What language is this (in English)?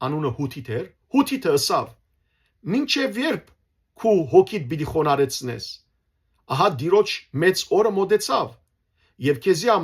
Western Armenian